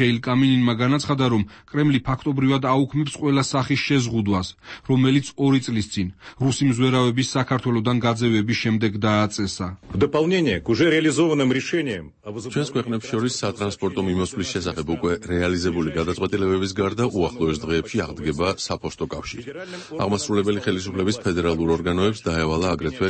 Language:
Georgian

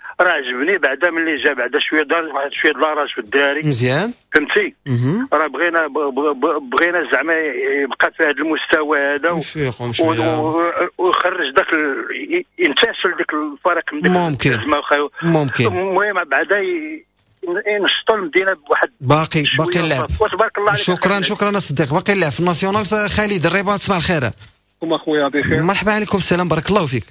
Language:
Moroccan Arabic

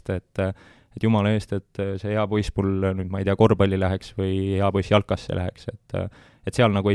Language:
Estonian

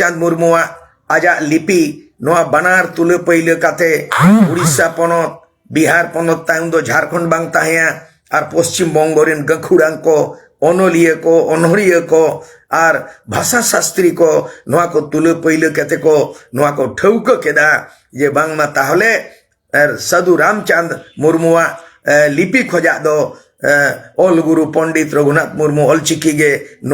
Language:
Santali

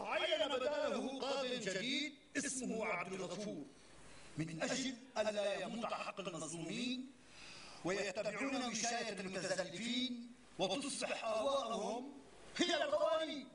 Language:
North Levantine Arabic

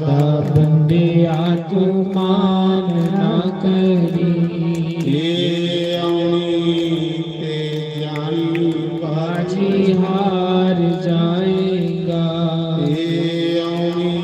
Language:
Dogri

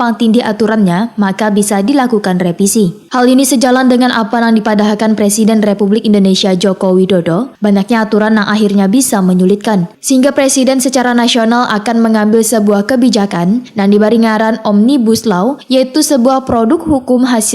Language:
Banjar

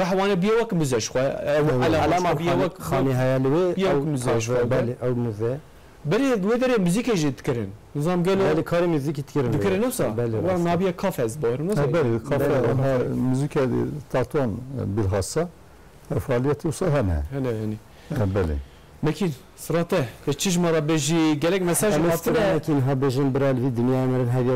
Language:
Kurdish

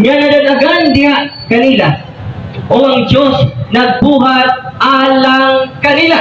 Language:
Cebuano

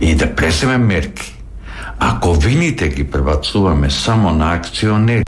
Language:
Macedonian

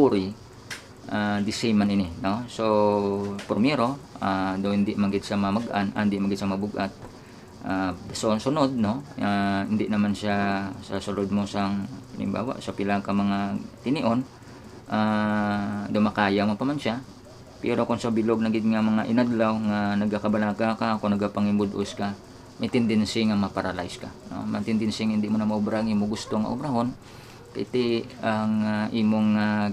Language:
Hiligaynon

